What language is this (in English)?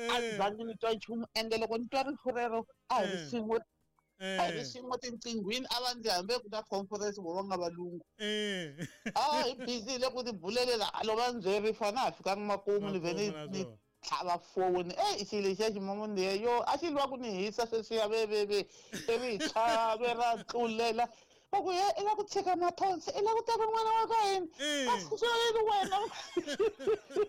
Tsonga